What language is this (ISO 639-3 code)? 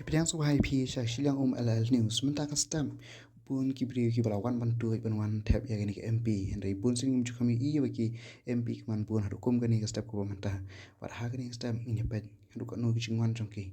kha